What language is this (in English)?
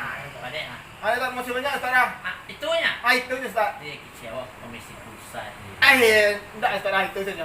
Minangkabau